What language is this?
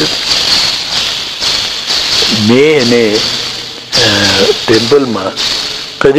Gujarati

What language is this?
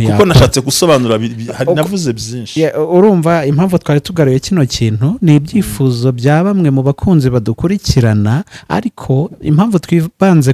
Kinyarwanda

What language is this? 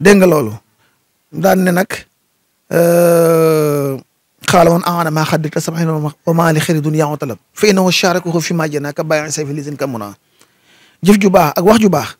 Wolof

